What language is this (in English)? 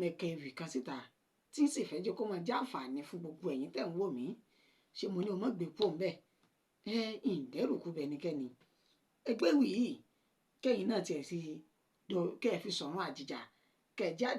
Yoruba